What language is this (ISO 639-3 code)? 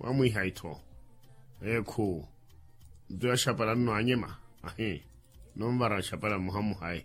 vmw